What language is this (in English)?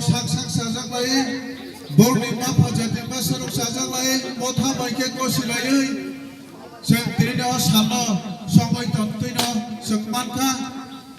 Kok Borok